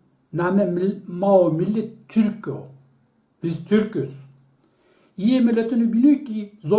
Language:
Zaza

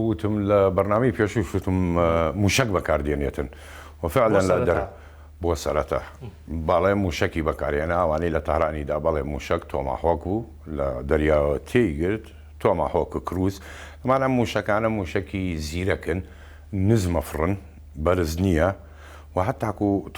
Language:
Central Kurdish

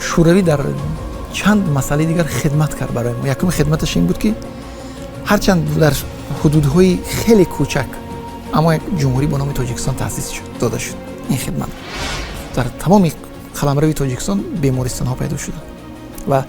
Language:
Tajik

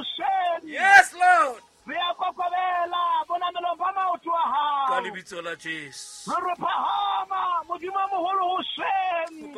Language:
Southern Sotho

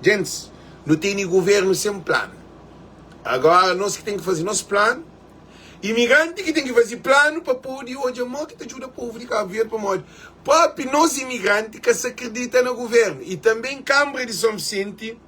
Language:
Kabuverdianu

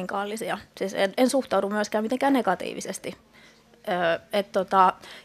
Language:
Finnish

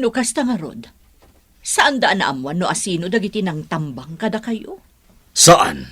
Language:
Iloko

